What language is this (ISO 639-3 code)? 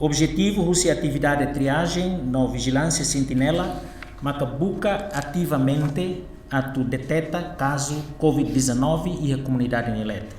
tet